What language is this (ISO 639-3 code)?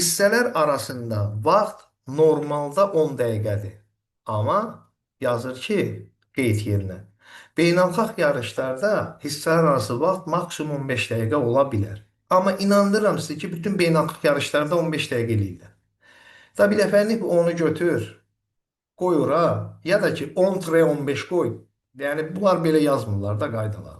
aze